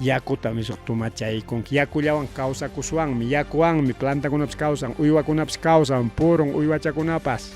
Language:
Ayacucho Quechua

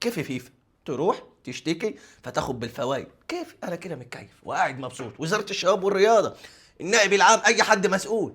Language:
Egyptian Arabic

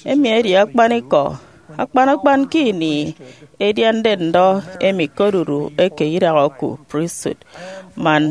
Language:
Efik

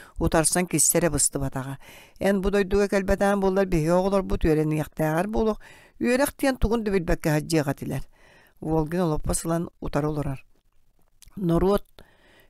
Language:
Yakut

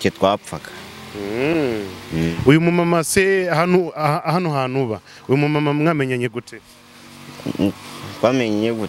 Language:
Kinyarwanda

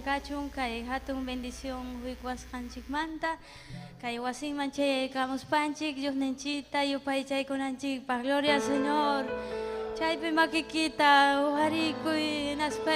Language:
Ayacucho Quechua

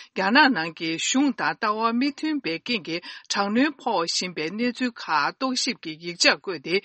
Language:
Tibetan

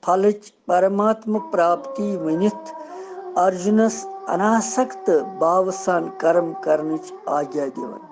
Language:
Kashmiri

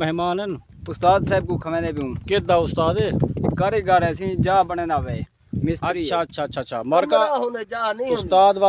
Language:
Saraiki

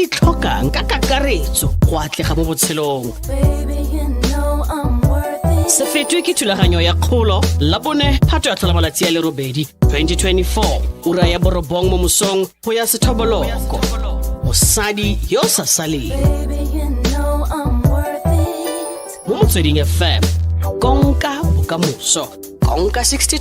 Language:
Tswana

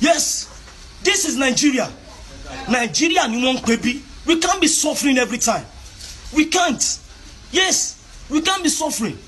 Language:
Yoruba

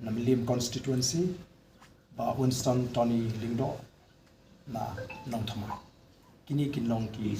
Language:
Khasi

